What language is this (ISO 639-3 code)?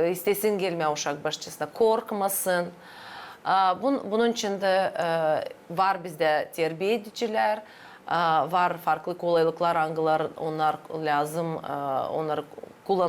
gag